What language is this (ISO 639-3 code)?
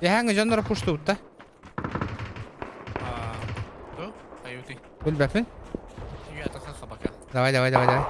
sah